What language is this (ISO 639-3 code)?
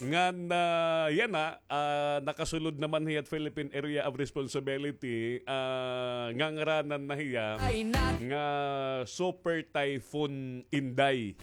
war